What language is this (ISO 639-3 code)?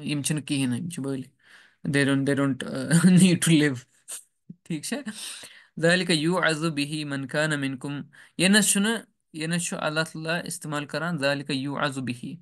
kas